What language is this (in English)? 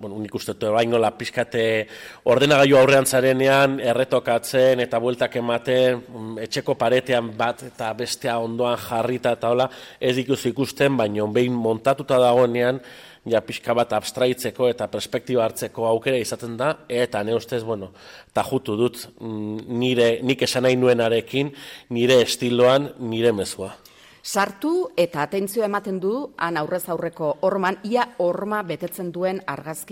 Basque